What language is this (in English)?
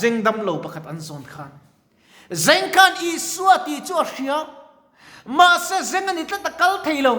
Mizo